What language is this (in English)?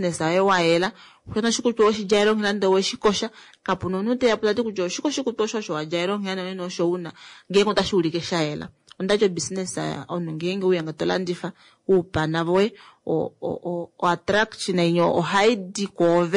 Kuanyama